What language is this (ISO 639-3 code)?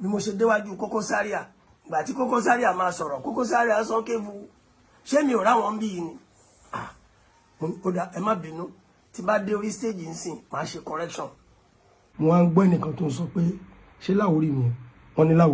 yor